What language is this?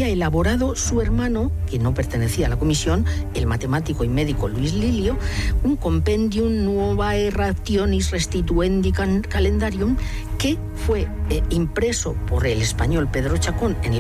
Spanish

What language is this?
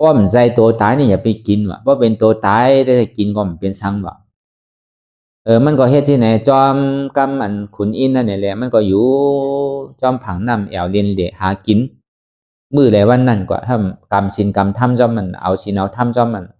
Shan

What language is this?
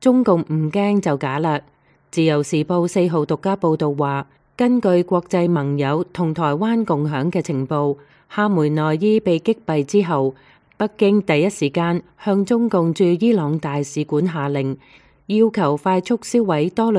Cantonese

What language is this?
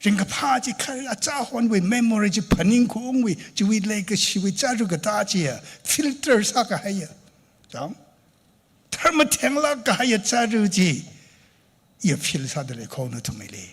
Tangkhul Naga (India)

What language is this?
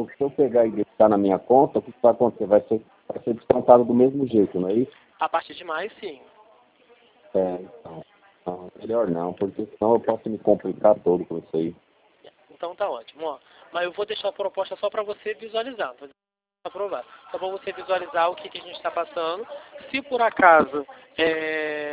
Portuguese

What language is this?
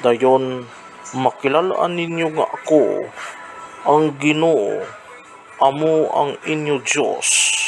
Hiligaynon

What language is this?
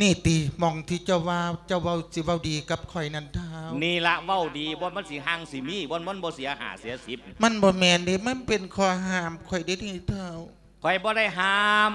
Lao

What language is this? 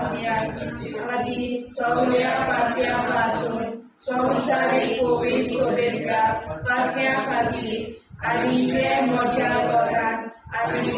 Konkani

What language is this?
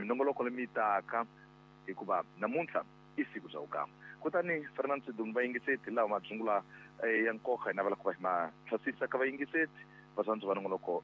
Tsonga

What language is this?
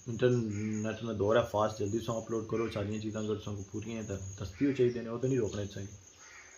Pahari-Potwari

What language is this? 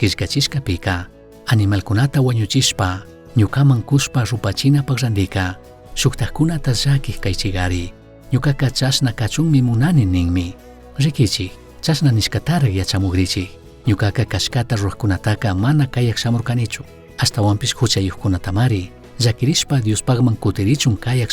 Chimborazo Highland Quichua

